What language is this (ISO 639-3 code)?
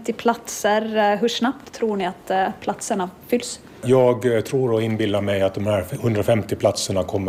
swe